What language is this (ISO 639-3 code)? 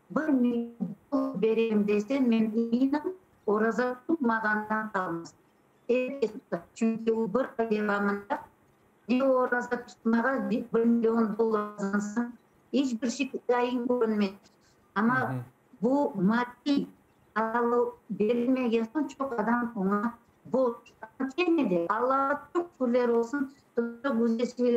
crh